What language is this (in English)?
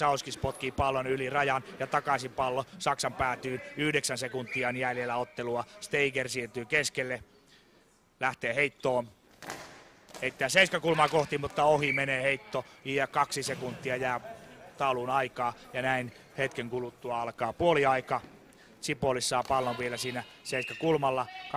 Finnish